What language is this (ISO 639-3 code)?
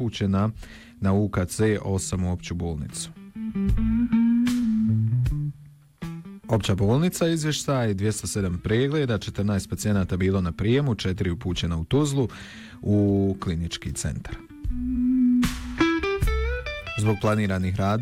bos